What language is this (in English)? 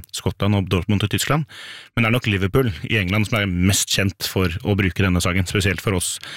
Norwegian